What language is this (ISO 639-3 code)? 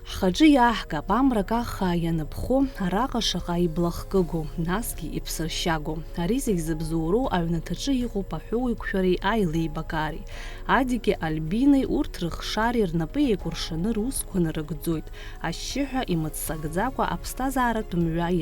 abk